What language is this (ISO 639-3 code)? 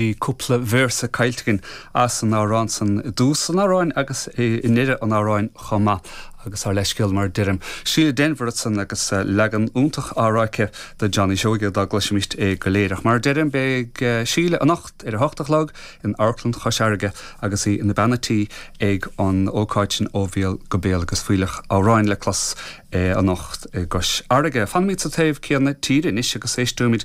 gle